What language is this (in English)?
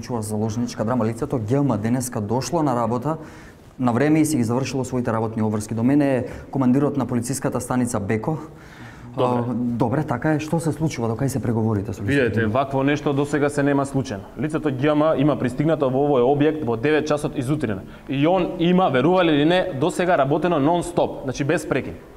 Macedonian